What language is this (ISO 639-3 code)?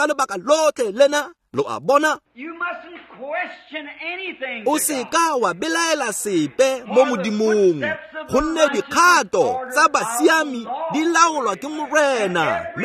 tsn